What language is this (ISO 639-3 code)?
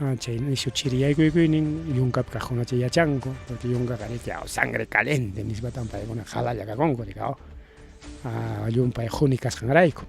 quy